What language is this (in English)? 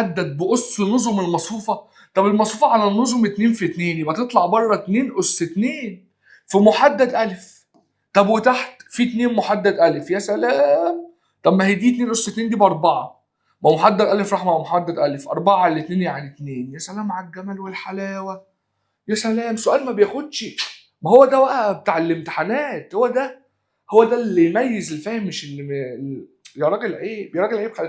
Egyptian Arabic